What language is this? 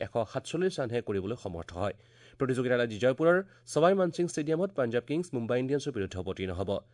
Assamese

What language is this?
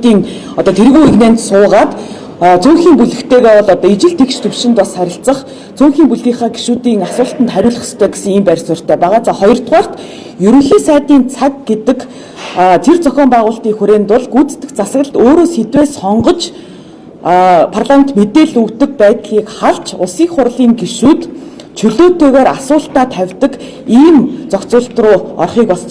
Mongolian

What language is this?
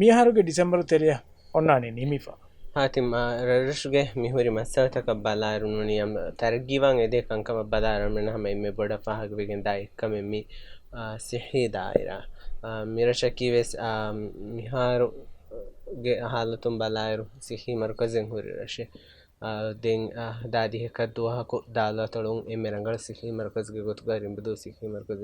Divehi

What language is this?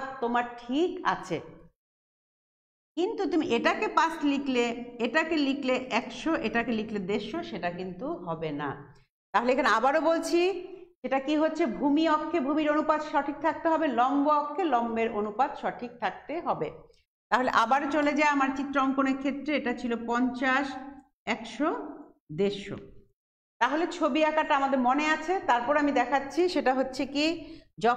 Bangla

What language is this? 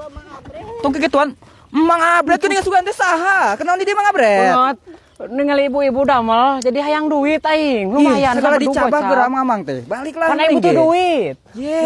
Sundanese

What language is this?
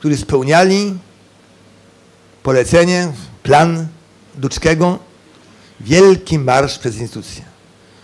Polish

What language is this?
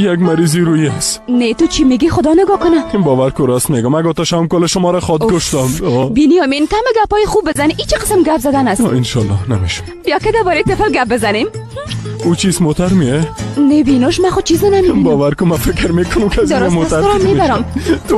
Tajik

